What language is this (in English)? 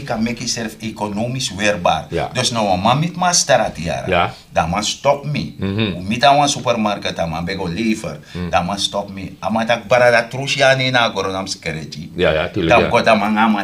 Sranan Tongo